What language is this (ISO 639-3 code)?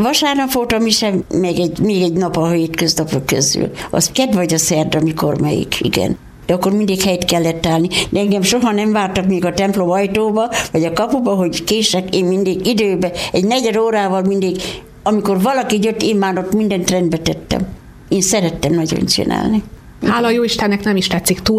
hun